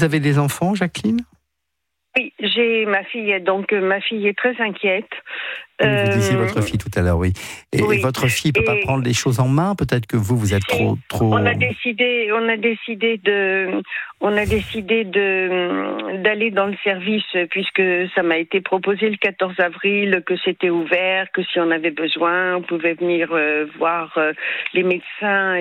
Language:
French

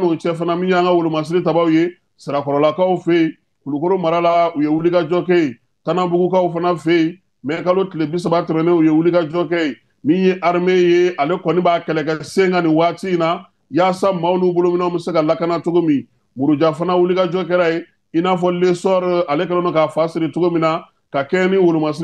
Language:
Bambara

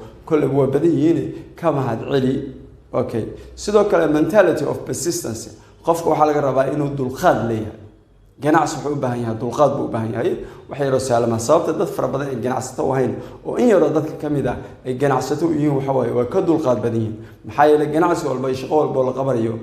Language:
Somali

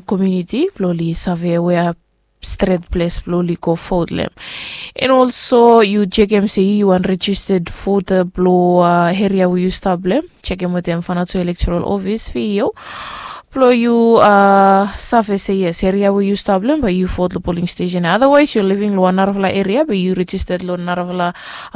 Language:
Bislama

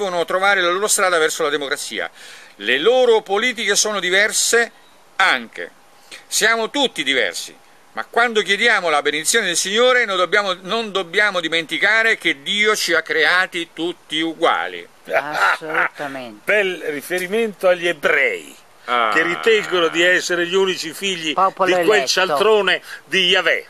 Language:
Italian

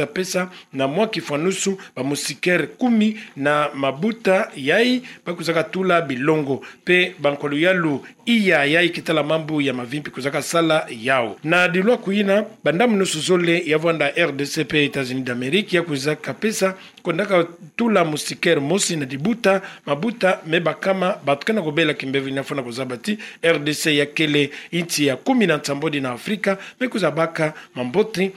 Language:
Kituba (Democratic Republic of Congo)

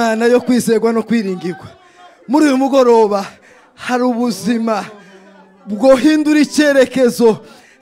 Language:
Rundi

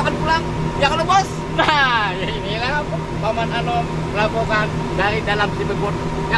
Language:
Banjar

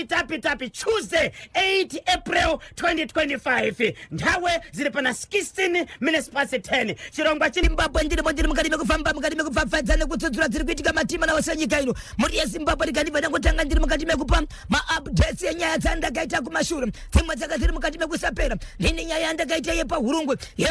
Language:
Shona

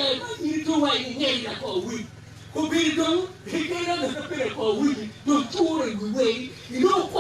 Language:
Acoli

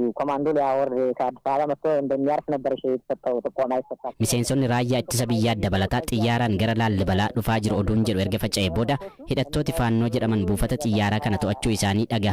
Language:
Oromo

